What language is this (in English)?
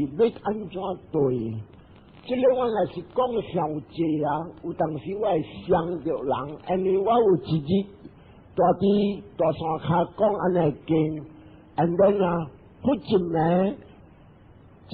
Min Nan Chinese